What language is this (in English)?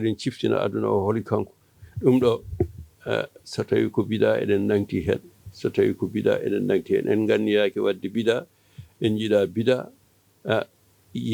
Fula